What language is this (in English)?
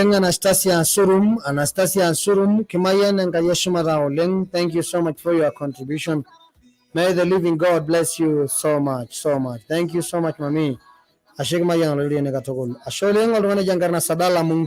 Masai